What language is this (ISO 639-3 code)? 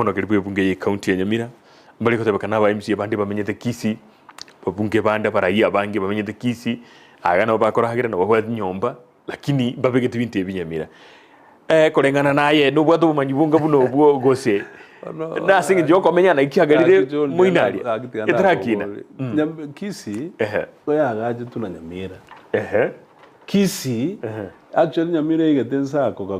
guz